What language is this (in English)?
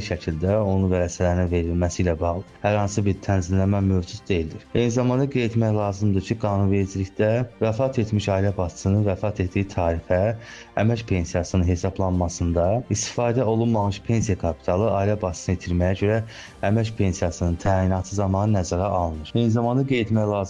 Azerbaijani